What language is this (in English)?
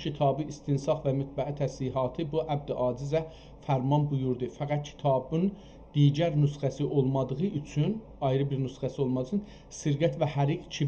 South Azerbaijani